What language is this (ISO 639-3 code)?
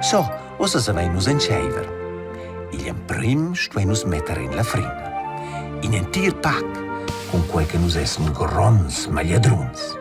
roh